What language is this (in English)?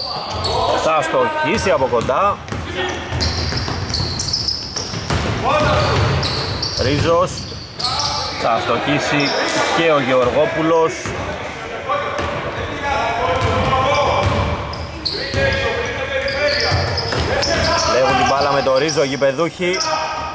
Greek